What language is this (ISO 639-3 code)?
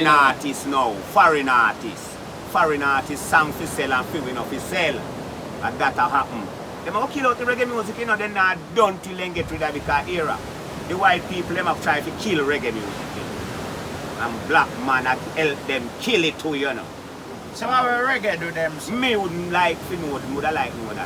jam